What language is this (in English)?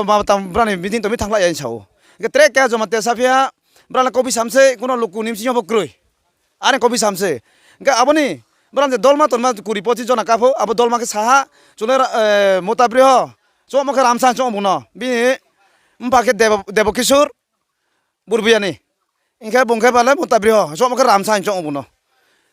Riang (India)